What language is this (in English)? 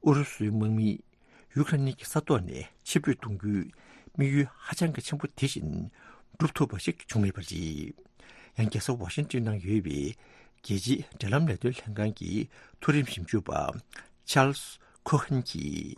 Tibetan